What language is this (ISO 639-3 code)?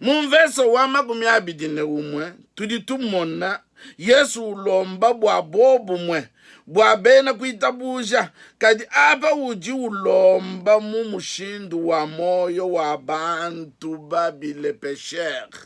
lua